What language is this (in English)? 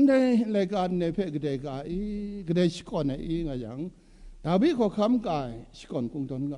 Kachin